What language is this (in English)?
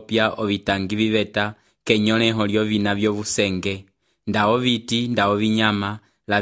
Umbundu